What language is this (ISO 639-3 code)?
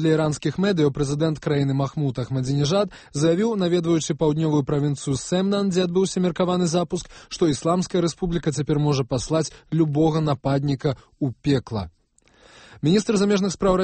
bel